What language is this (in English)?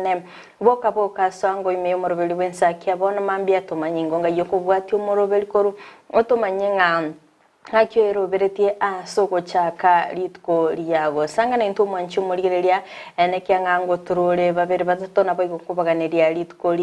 Gusii